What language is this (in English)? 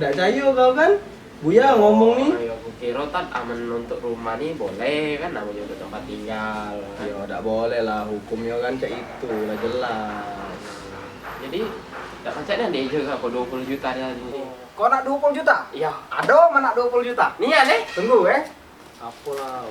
Musi